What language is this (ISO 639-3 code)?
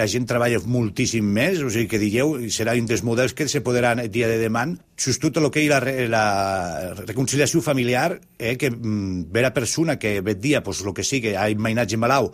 cat